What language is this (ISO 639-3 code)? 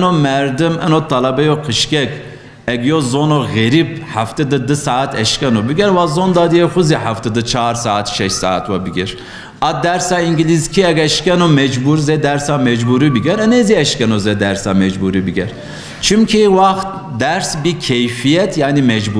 zza